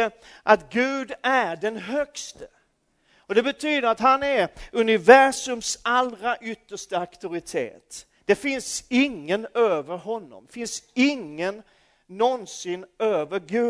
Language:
Swedish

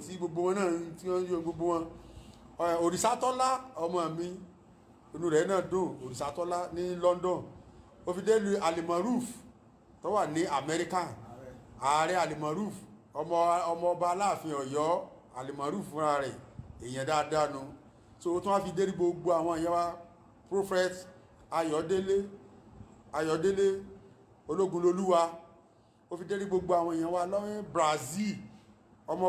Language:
Yoruba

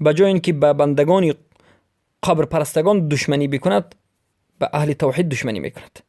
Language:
Persian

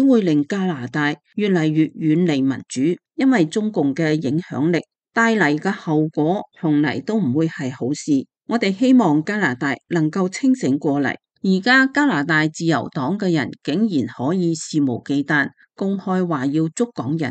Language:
Cantonese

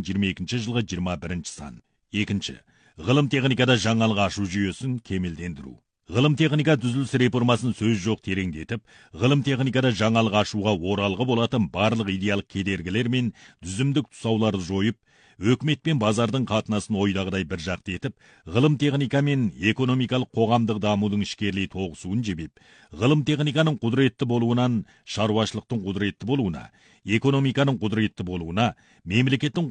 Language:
Kazakh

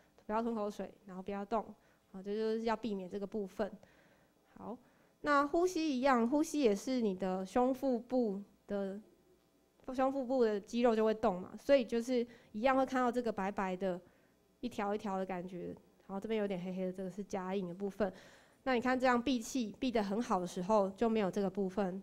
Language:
Chinese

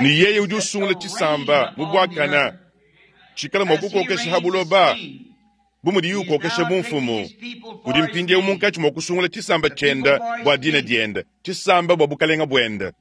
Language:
Luba-Lulua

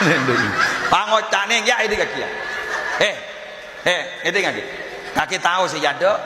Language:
Madurese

